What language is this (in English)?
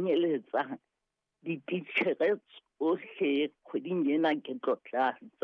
Southern Sotho